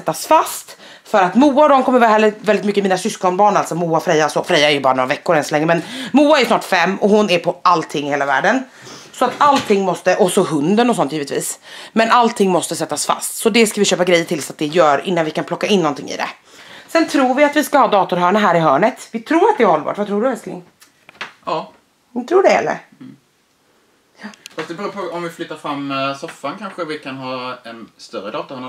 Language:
Swedish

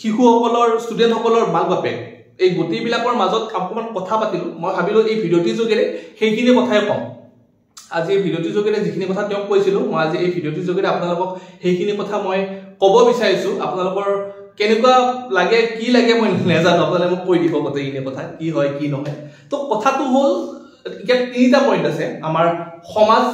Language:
Assamese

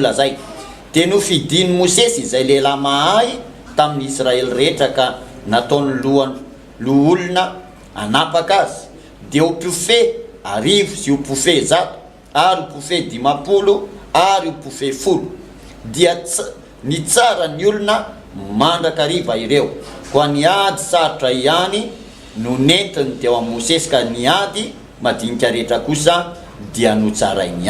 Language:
Malagasy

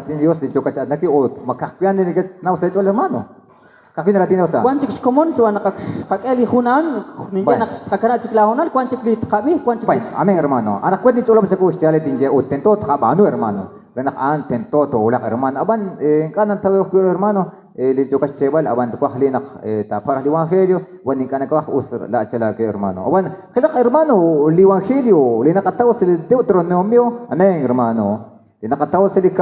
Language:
Kekchí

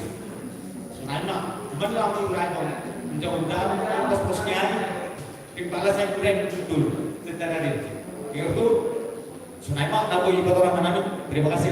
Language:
Batak Simalungun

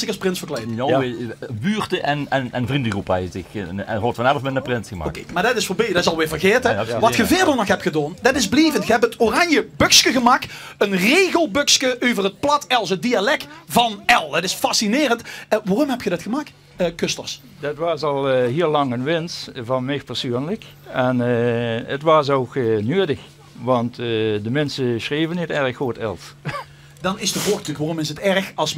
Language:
Limburgish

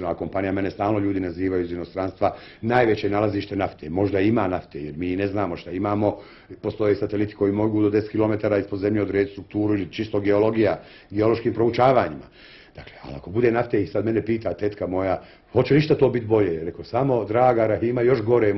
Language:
Bosnian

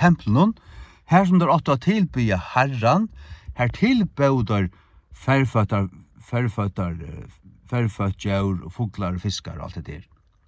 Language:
Faroese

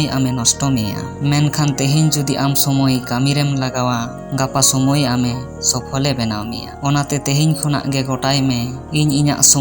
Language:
Santali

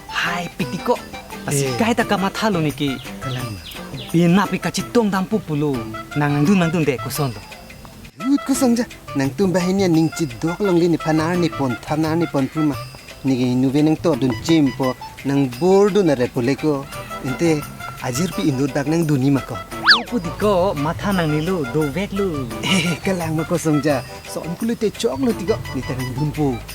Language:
Karbi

